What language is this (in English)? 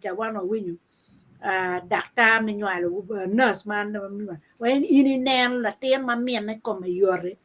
Acoli